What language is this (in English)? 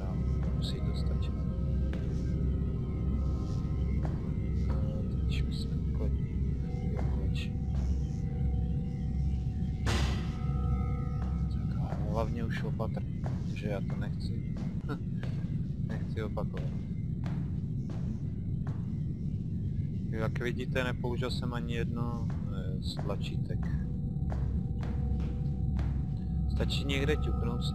Czech